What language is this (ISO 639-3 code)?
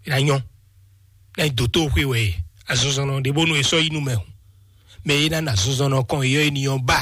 fon